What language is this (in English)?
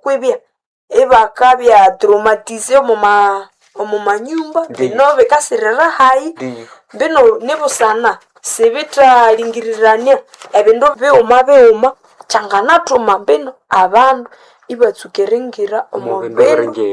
Nande